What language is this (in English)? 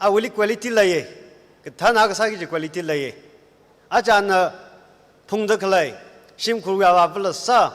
Tangkhul Naga (India)